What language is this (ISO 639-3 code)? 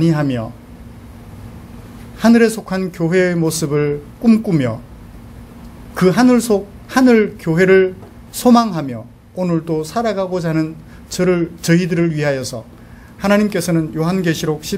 kor